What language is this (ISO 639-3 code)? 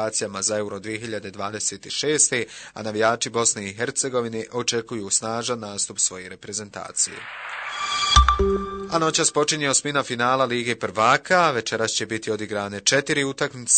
bos